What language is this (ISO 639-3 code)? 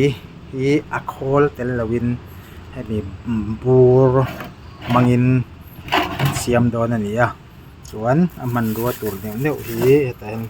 lus